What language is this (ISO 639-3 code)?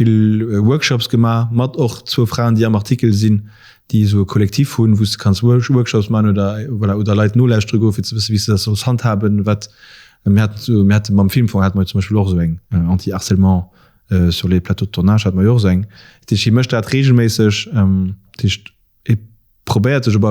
ltz